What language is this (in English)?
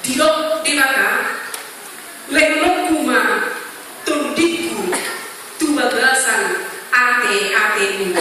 Batak Toba